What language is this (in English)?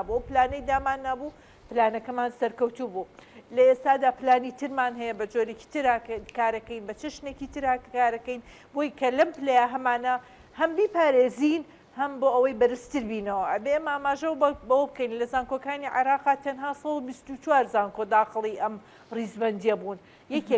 Central Kurdish